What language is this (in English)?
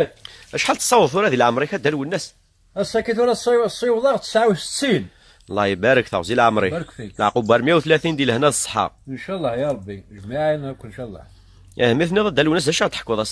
Kabyle